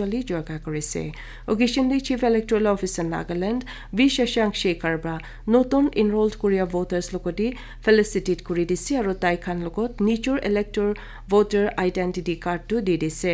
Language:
Naga Pidgin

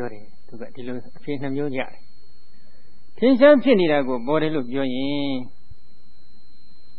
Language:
Burmese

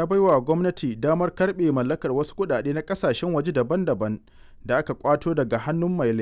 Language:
Hausa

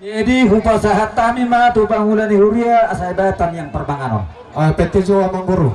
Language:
Batak Toba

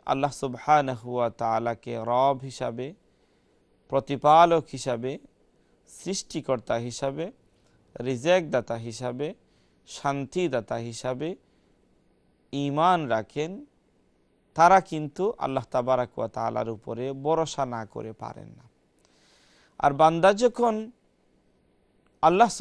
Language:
Bangla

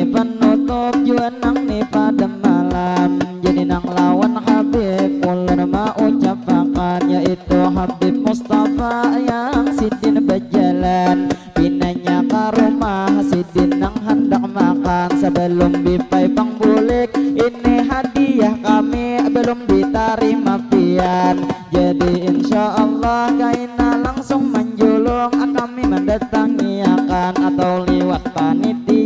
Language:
Banjar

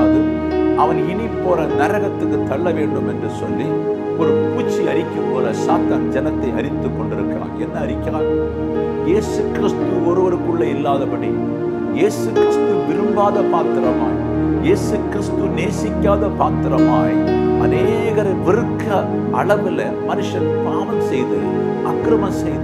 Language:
Tamil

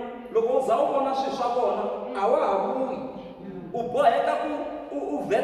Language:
Tsonga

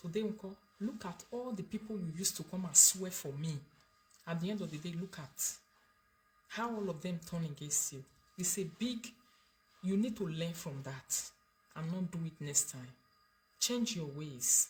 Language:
Nigerian Pidgin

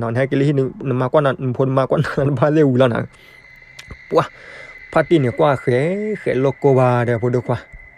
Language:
S'gaw Karen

